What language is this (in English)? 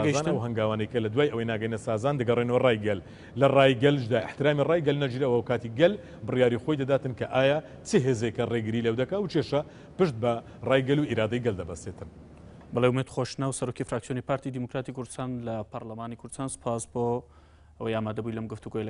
Central Kurdish